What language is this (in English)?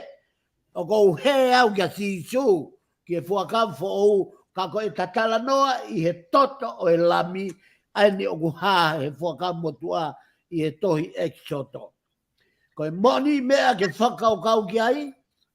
Tongan